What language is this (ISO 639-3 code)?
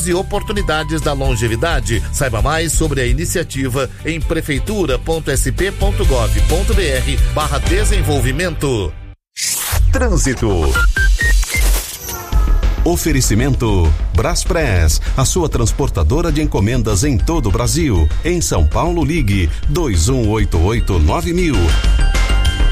por